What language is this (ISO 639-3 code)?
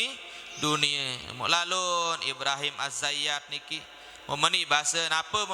sas